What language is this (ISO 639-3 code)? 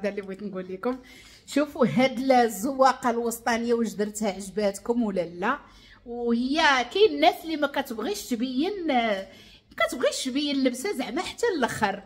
ary